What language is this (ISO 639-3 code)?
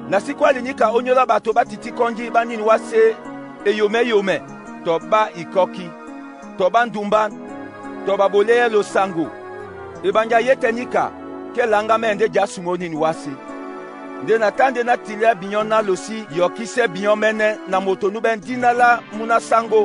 dua